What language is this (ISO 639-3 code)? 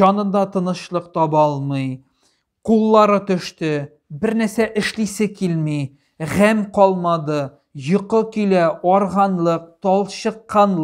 tat